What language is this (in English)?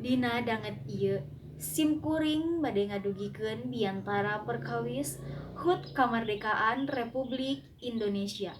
Sundanese